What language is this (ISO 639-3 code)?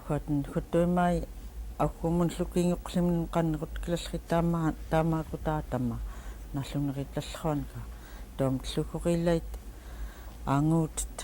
esu